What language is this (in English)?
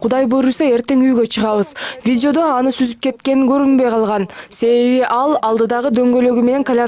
Kyrgyz